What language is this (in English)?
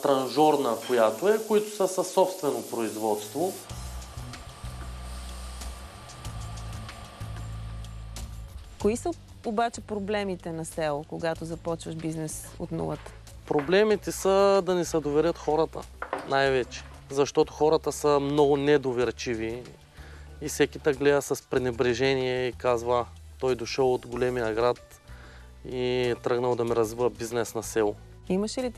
Bulgarian